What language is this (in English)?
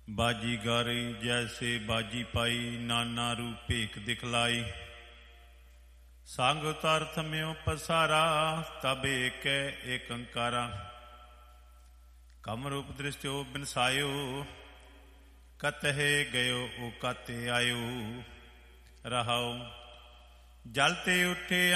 Punjabi